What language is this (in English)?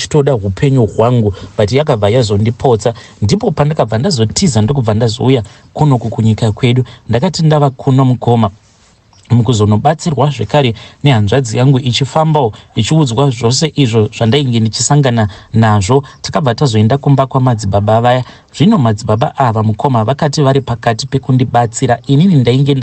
Shona